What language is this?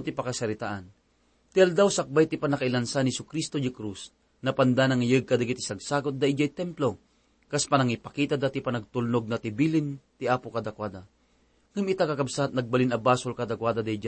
Iloko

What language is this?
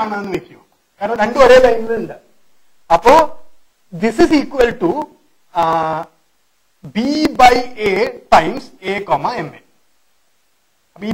Malayalam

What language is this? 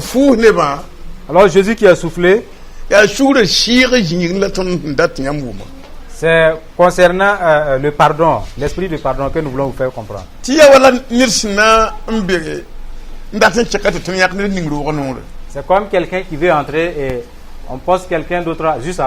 Mossi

